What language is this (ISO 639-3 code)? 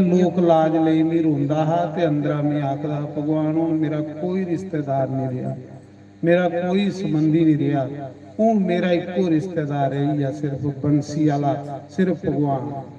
doi